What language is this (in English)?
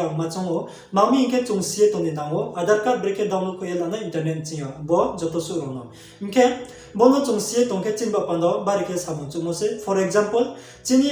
Riang (India)